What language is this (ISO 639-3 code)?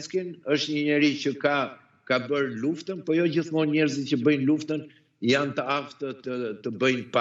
sqi